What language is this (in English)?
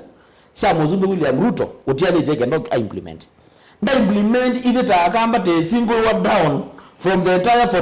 Kamba